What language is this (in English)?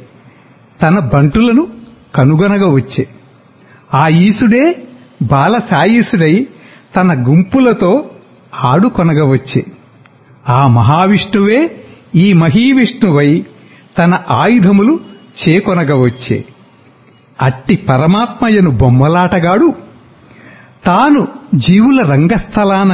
Telugu